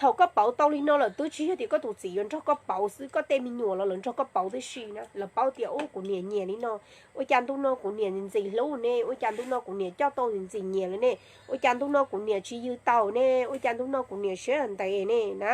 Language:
Hmong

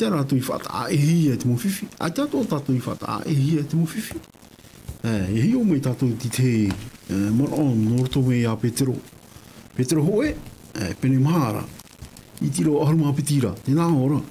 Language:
Tahitian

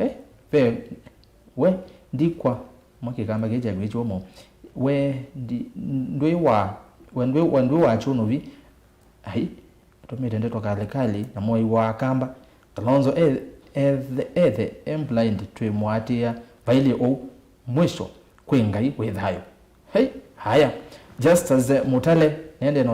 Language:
Kamba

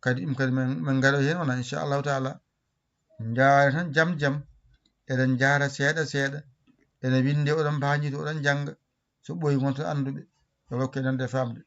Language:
Fula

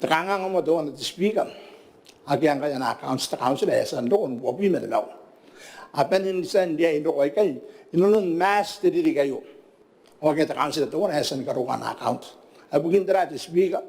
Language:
Gilbertese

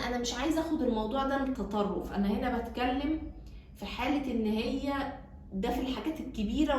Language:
Egyptian Arabic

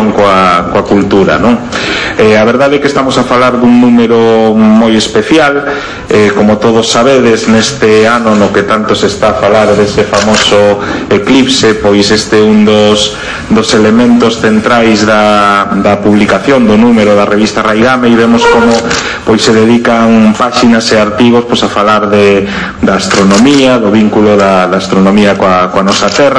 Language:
Galician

